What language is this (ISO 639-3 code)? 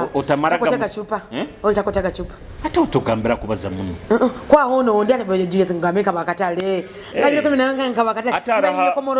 nyo